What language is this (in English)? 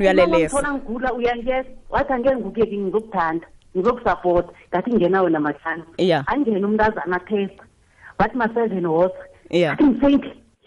South Ndebele